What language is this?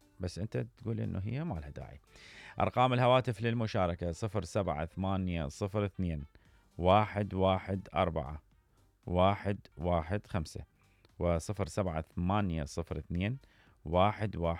Mesopotamian Arabic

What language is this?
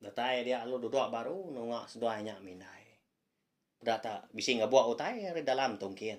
Iban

